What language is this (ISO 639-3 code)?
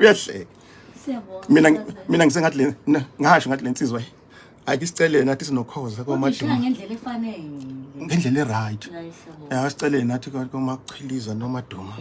zul